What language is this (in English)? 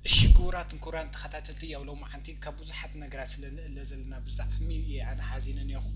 Tigrinya